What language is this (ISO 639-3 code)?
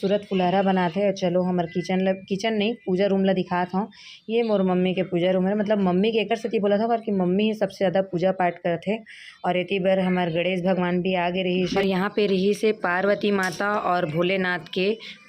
hne